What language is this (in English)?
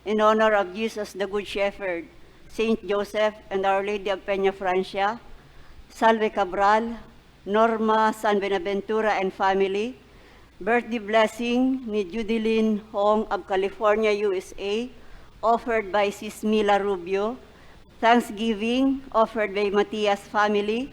Bikol